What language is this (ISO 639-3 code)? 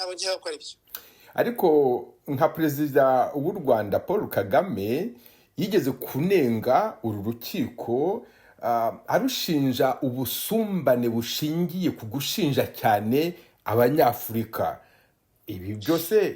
kin